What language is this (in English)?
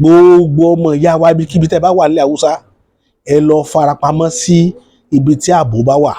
Yoruba